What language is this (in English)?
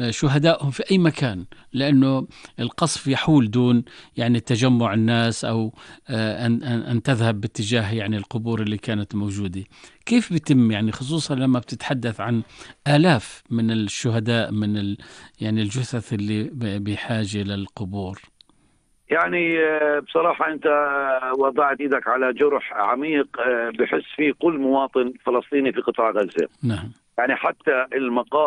North Levantine Arabic